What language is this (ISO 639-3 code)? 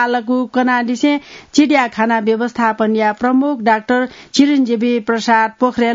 new